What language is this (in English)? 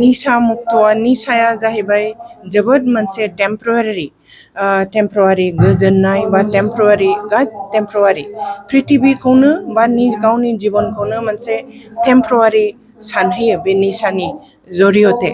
Bodo